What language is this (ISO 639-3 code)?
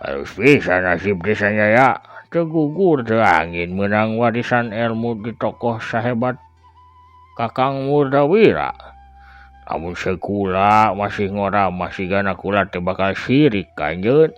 sun